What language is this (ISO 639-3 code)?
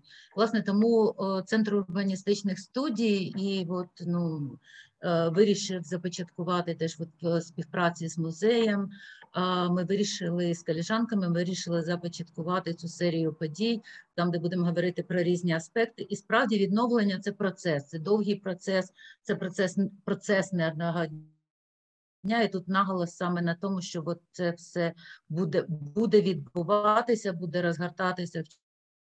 ukr